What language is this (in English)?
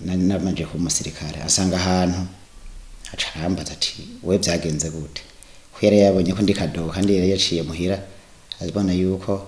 Rundi